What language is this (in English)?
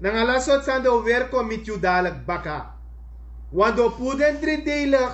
Sranan Tongo